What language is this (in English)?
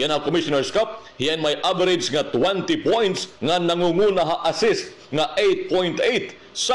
Waray